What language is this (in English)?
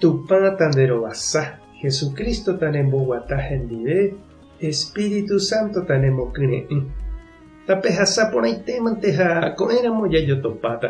Guarani